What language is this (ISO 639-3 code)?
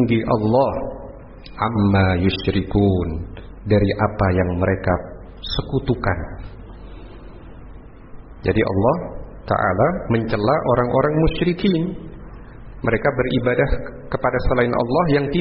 ind